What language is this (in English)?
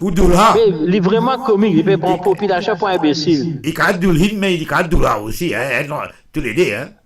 Morisyen